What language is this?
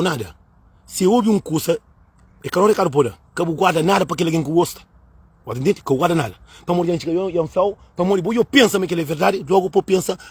Kabuverdianu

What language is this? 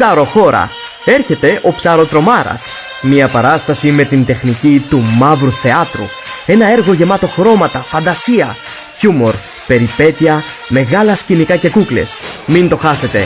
Greek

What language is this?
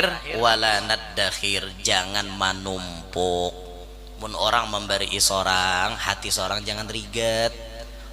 Banjar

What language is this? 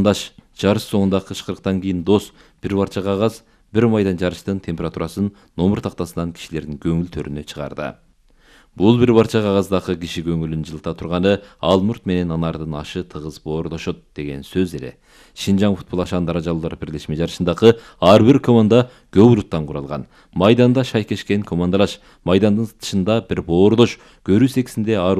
Kyrgyz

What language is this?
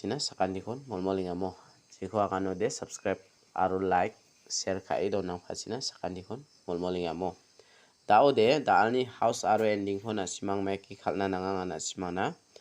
Garo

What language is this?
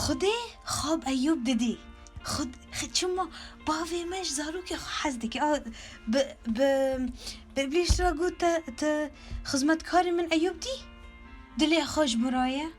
Kurdish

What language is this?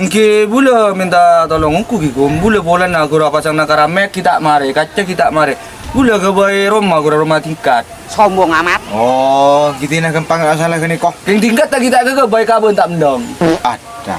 Madurese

